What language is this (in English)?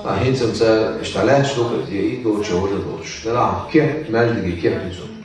Chechen